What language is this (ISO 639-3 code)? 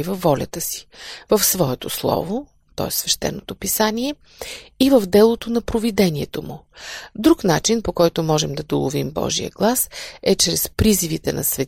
bul